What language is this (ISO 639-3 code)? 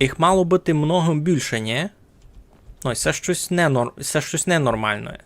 rue